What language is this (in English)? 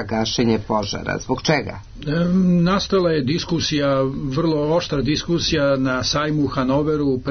Serbian